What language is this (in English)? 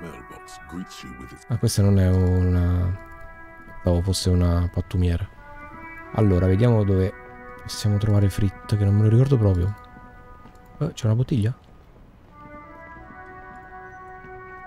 Italian